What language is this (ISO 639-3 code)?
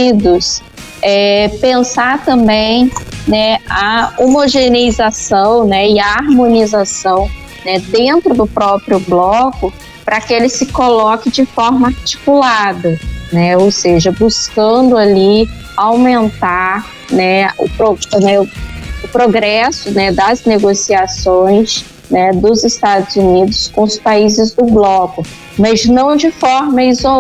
por